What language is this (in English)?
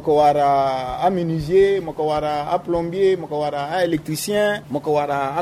Sango